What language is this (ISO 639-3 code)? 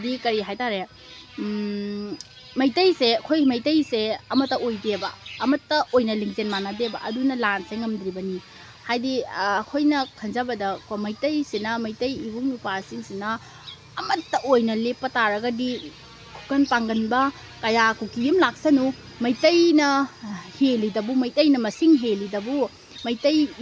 mni